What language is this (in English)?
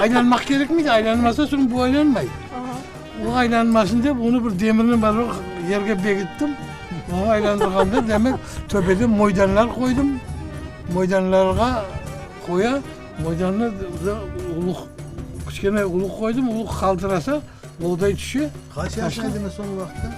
Crimean Tatar